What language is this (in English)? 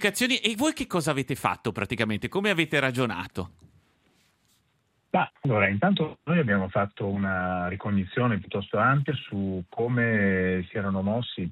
Italian